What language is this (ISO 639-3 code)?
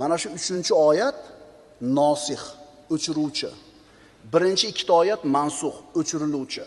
uzb